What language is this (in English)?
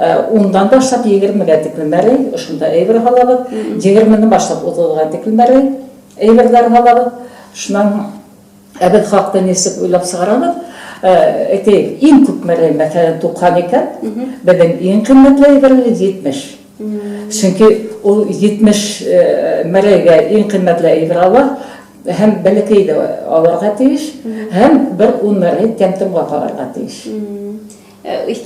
Bashkir